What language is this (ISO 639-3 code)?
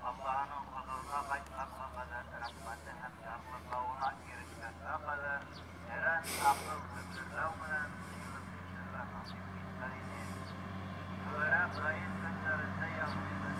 bak